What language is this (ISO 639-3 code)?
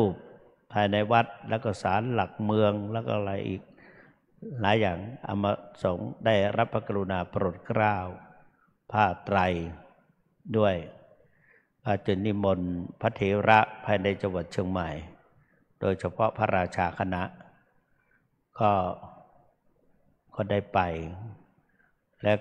tha